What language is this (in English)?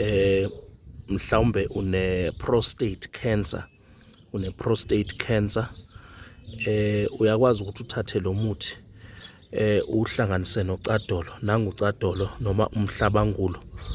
Zulu